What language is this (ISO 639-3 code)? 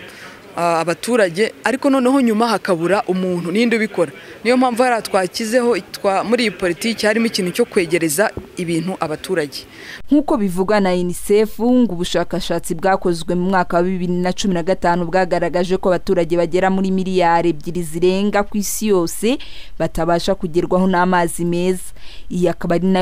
kin